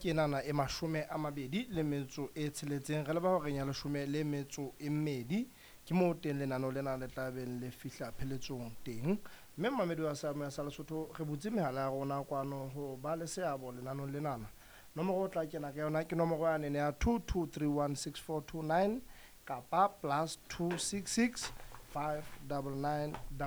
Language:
Southern Sotho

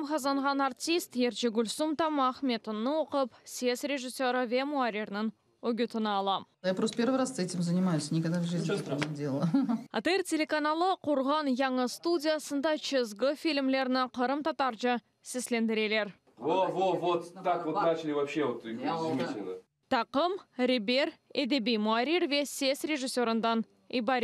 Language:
Crimean Tatar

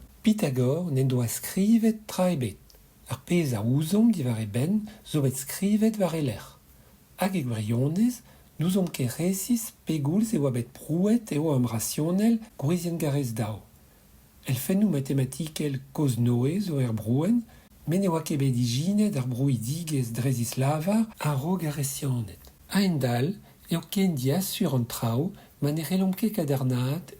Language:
Breton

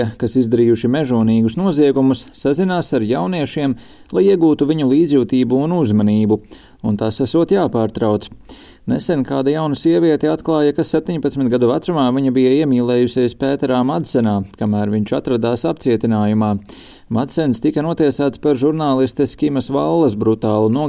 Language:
Latvian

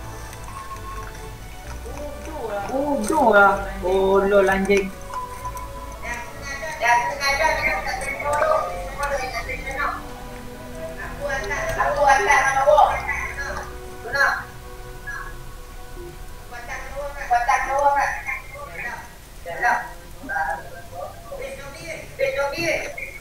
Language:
Malay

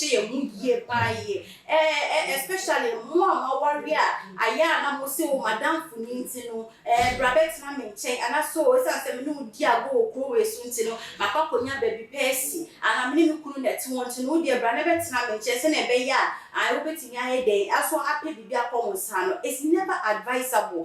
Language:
Akan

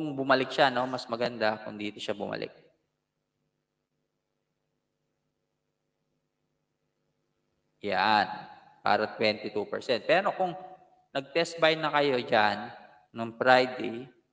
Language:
Filipino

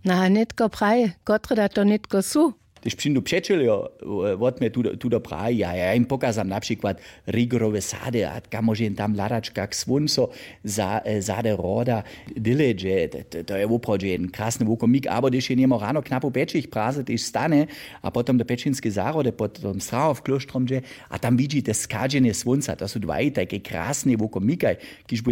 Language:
Upper Sorbian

